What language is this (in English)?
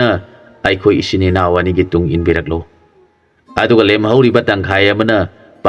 Manipuri